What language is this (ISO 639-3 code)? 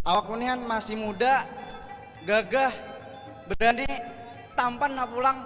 bjn